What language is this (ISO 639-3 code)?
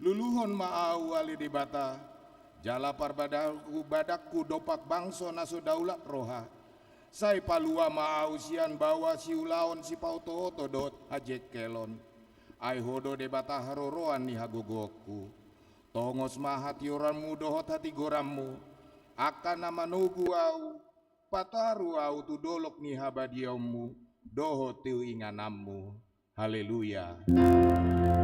bbc